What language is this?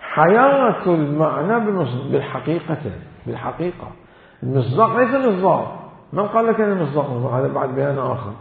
Mesopotamian Arabic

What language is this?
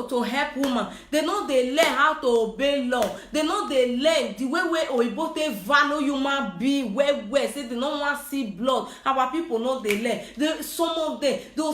Nigerian Pidgin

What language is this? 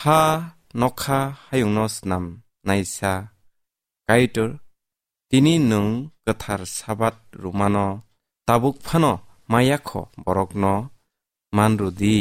Kok Borok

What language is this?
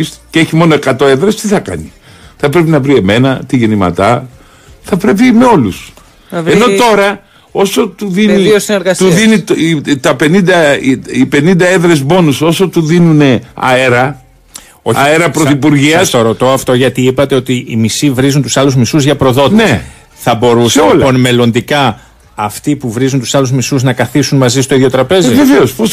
Greek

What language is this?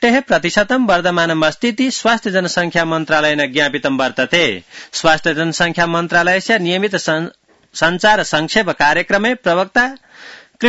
Sanskrit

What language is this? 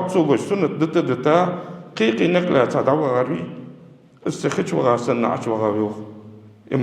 Ingush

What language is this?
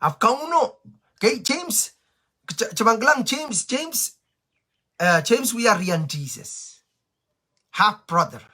Pohnpeian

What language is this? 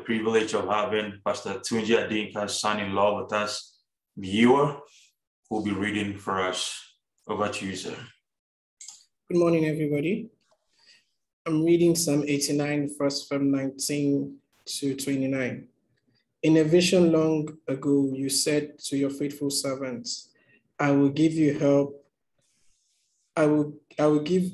English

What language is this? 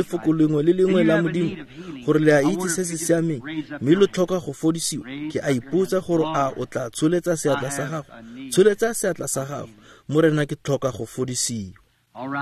Tswana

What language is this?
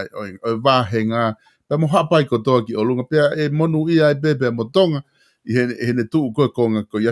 Tongan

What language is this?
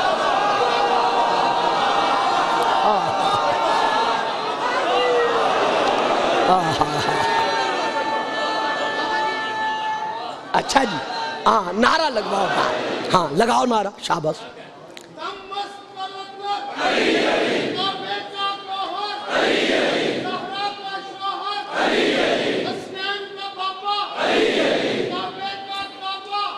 Urdu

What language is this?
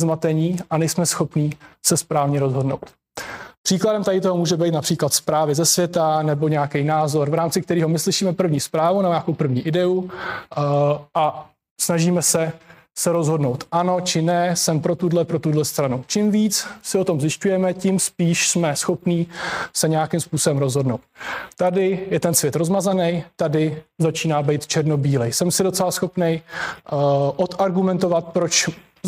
Czech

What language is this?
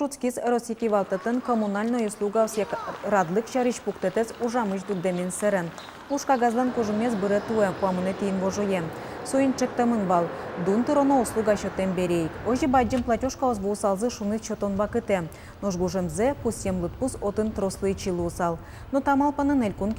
Udmurt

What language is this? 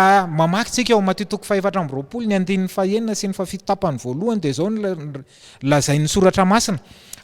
Malagasy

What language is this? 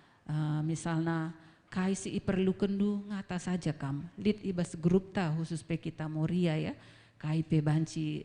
Batak Karo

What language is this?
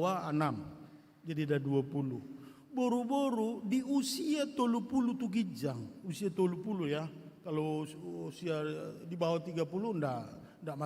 Batak Toba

